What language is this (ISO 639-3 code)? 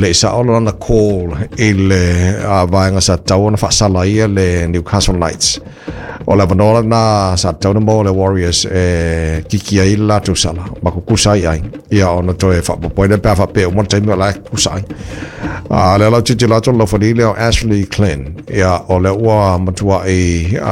smo